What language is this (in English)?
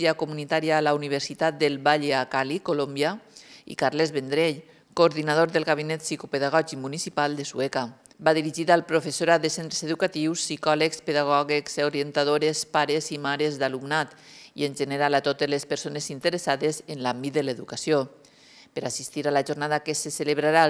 Catalan